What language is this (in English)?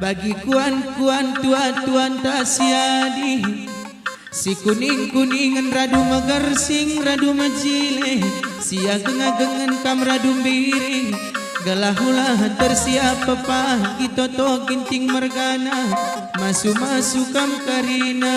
Batak Karo